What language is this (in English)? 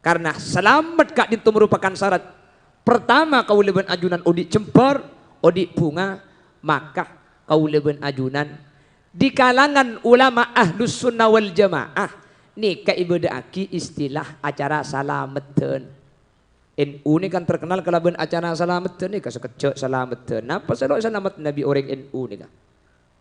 Madurese